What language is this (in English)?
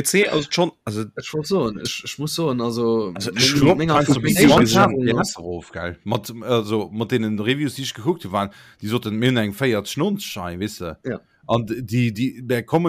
Luxembourgish